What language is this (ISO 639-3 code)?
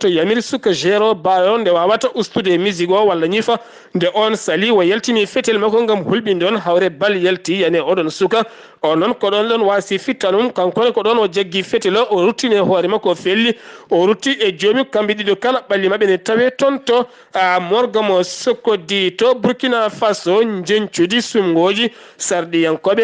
ful